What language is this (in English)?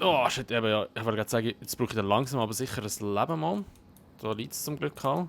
Swiss German